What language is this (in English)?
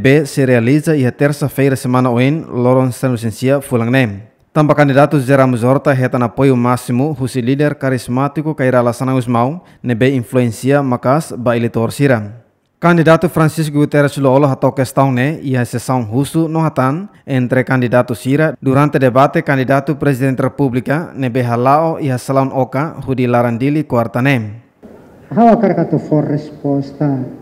Tetum